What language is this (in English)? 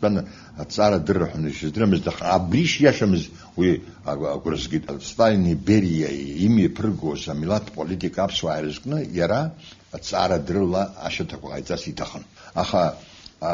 Abkhazian